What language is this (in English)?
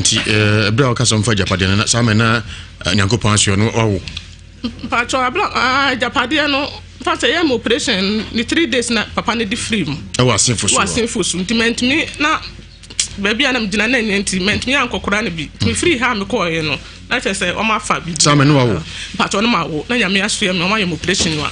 Akan